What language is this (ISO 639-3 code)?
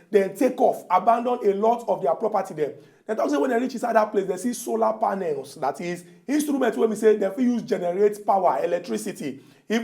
pcm